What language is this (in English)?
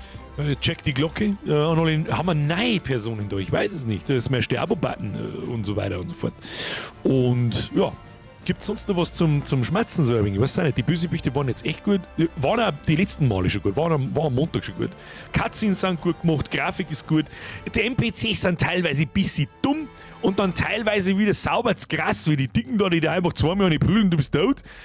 Bavarian